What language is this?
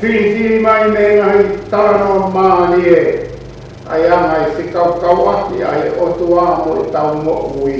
Tongan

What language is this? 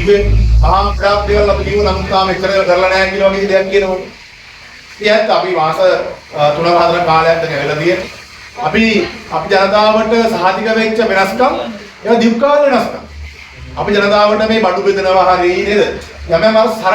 Sinhala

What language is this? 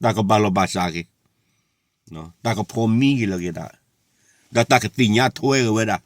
S'gaw Karen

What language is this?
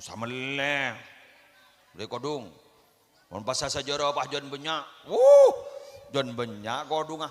Madurese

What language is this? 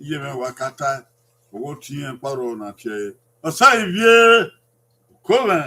Bini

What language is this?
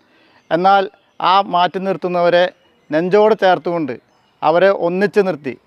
Malayalam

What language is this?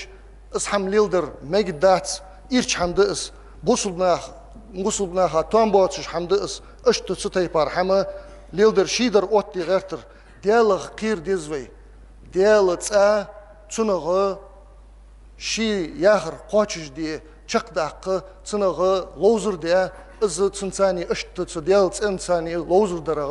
Ingush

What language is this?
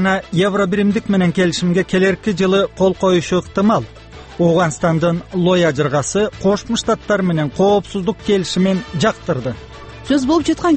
Kyrgyz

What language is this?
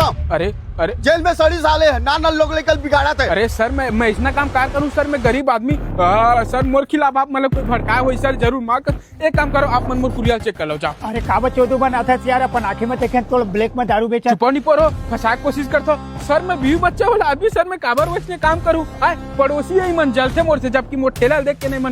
Chhattisgarhi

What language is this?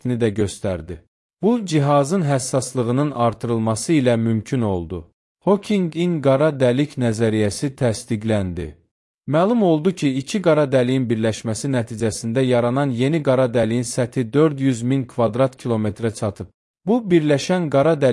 Azerbaijani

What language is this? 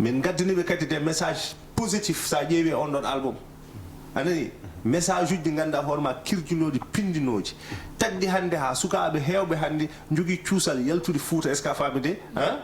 Fula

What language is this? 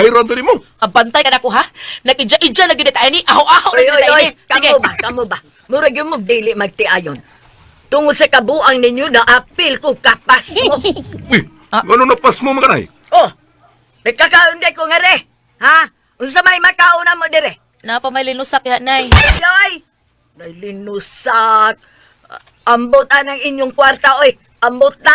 Cebuano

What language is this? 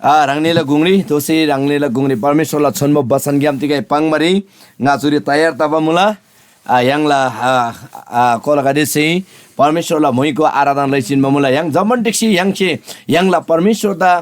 Eastern Tamang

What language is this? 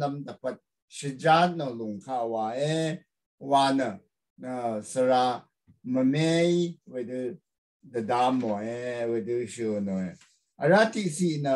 Rawang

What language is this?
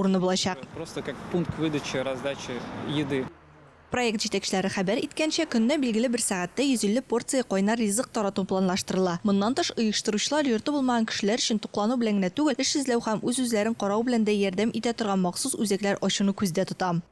Tatar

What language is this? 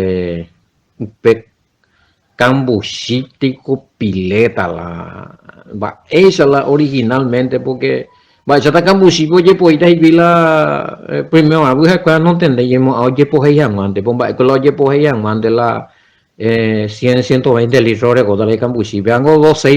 Guarani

